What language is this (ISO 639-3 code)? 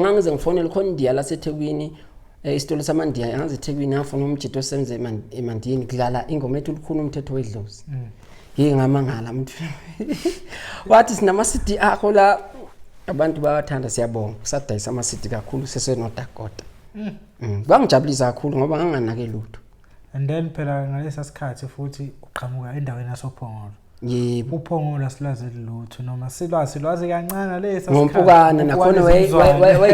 zul